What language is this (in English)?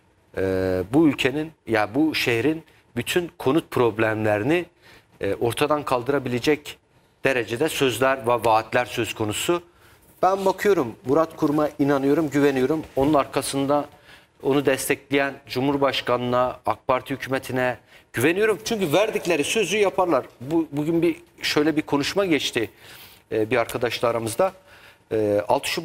Turkish